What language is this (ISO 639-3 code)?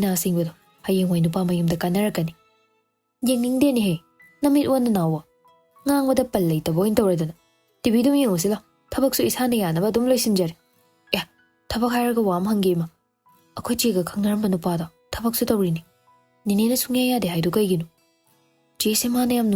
mni